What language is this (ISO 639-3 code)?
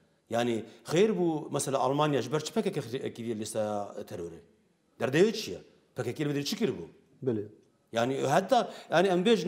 kur